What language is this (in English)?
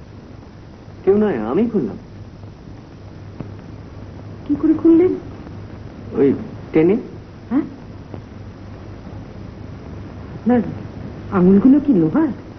Bangla